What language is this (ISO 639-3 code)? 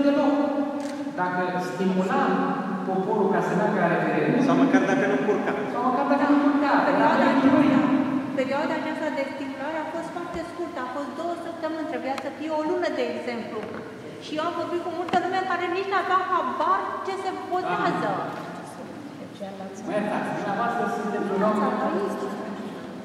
ron